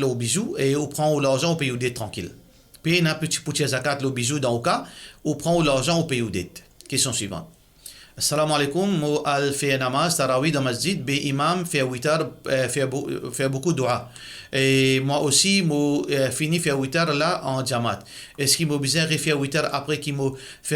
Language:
Morisyen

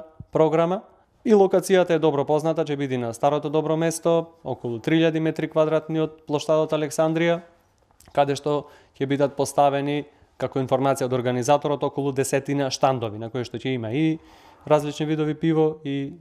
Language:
Macedonian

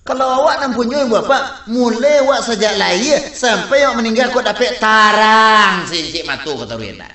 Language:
Minangkabau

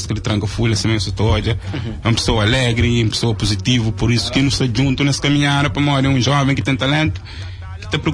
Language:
Kabuverdianu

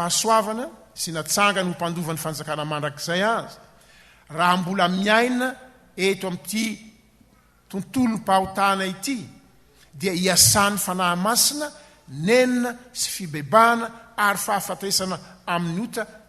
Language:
Malagasy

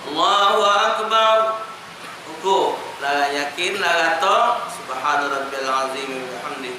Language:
Musi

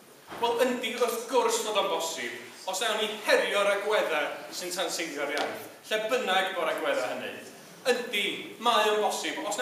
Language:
Welsh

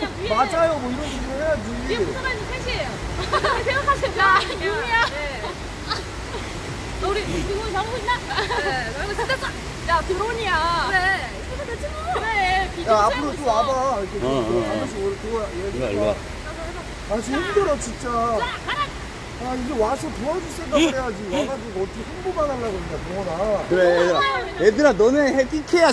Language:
Korean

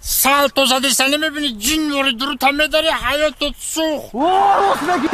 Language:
Tajik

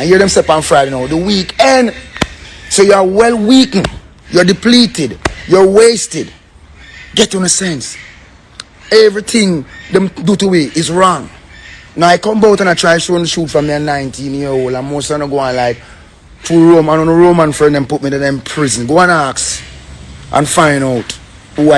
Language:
Jamaican Creole English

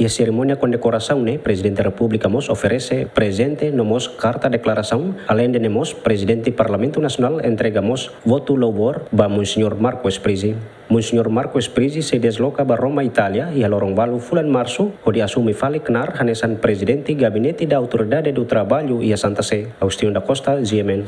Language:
Tetum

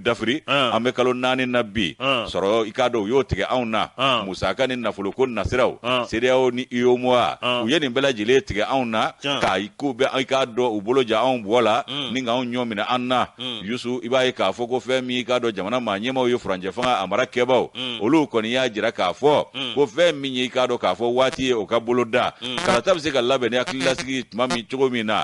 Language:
Bambara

